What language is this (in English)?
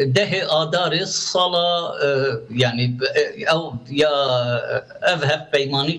Kurdish